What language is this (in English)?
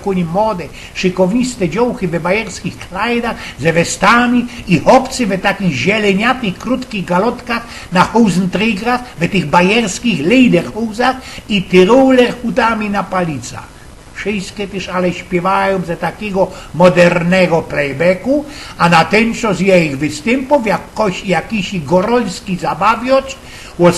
Silesian